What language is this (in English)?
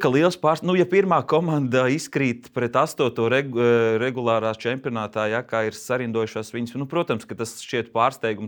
Latvian